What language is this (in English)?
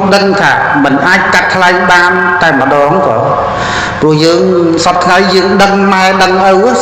Khmer